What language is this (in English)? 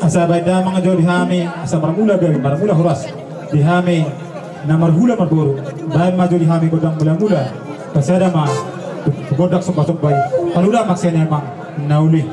Batak Toba